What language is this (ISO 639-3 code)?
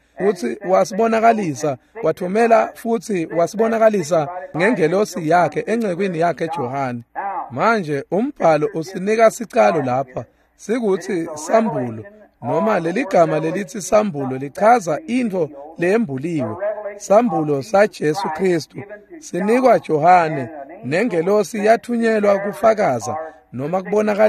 ssw